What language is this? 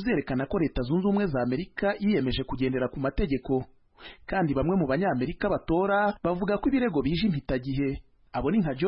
Kinyarwanda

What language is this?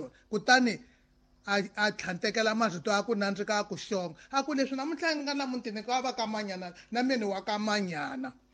Tsonga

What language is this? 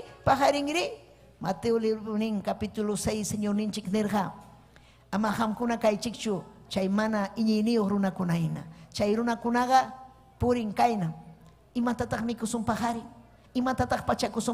Ayacucho Quechua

